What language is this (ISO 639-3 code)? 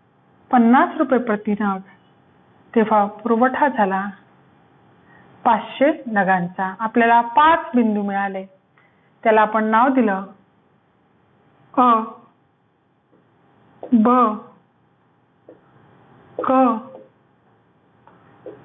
mar